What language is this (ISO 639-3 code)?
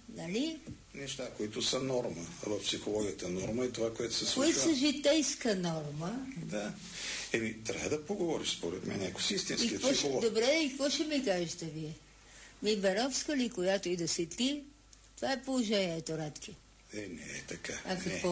bul